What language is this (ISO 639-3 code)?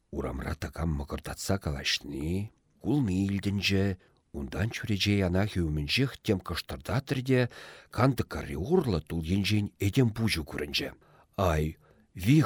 chv